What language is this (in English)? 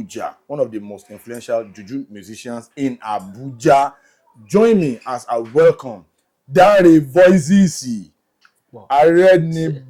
Yoruba